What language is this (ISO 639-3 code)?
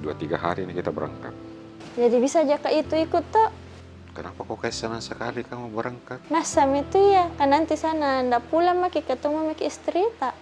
mfp